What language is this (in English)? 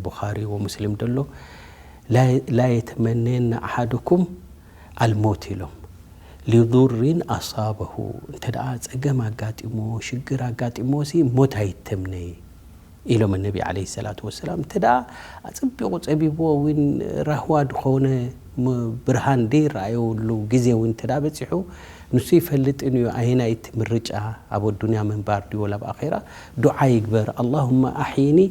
Tigrinya